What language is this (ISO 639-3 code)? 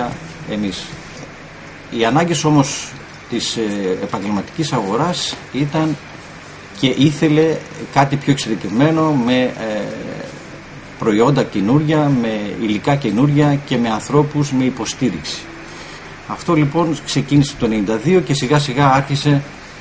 ell